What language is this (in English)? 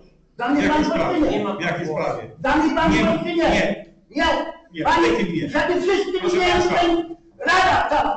Polish